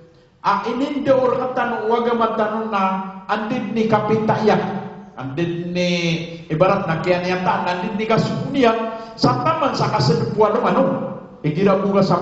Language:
Maranao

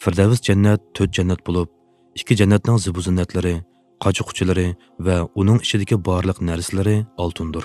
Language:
Uyghur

